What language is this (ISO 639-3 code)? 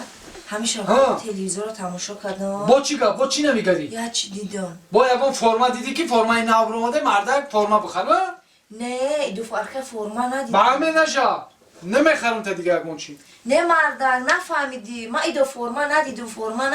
tgk